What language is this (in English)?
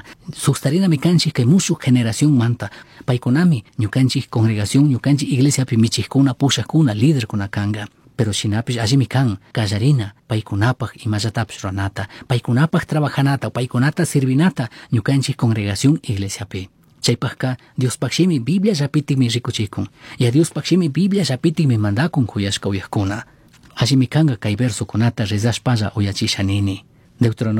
Chimborazo Highland Quichua